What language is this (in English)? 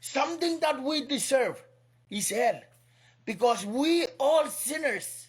Pohnpeian